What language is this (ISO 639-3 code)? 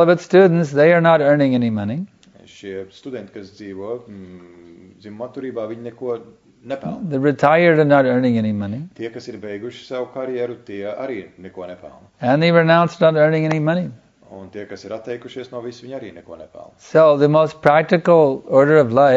lav